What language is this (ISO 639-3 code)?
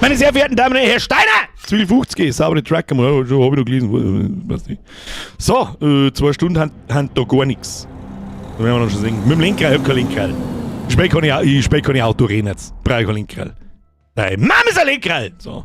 bar